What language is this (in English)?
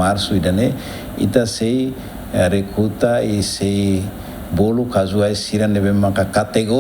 Tetum